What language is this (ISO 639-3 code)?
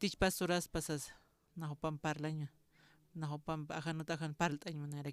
aym